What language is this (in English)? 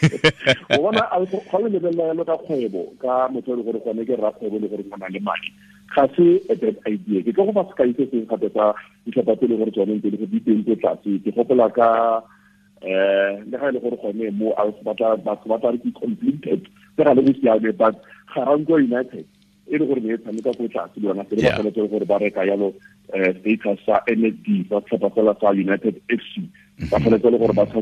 Tswana